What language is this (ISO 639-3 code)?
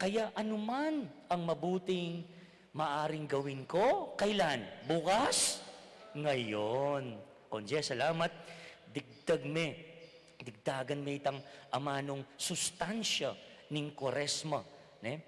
pam